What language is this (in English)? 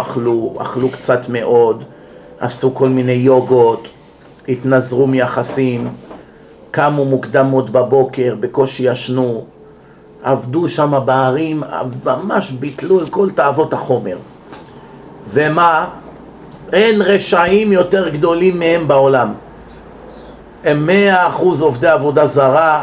Hebrew